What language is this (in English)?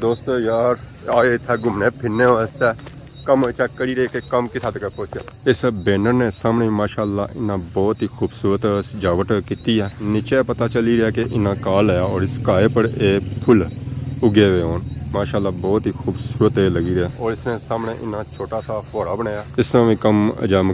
Pahari-Potwari